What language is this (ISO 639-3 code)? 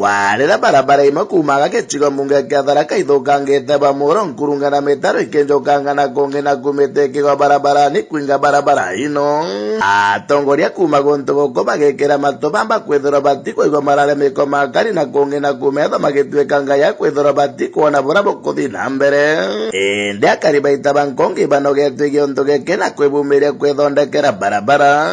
mer